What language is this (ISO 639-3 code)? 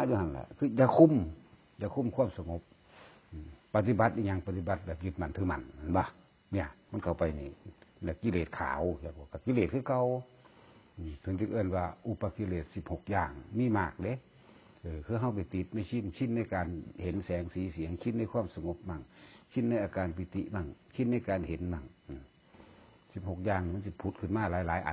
tts